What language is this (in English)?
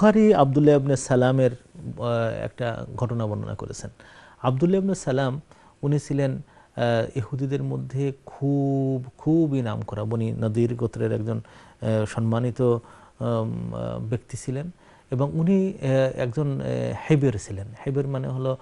Bangla